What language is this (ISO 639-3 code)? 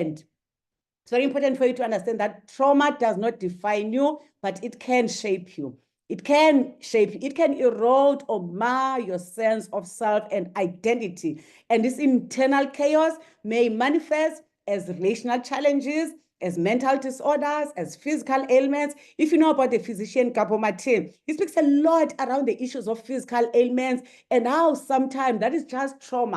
eng